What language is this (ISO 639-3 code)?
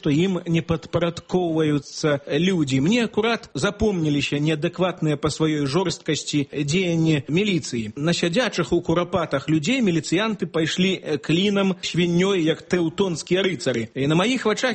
bel